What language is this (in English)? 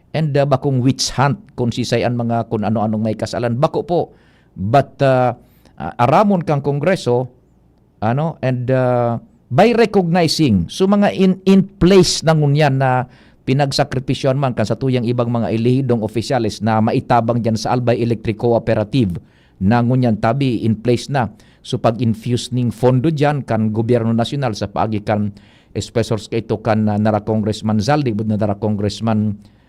Bikol